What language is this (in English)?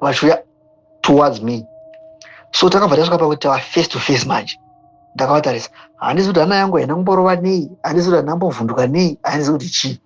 Shona